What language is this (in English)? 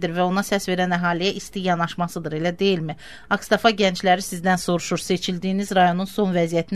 Azerbaijani